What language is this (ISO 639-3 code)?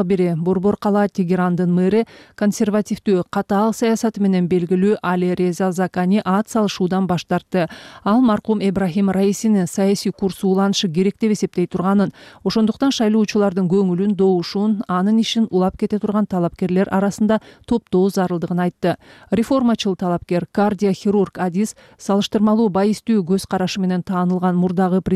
kir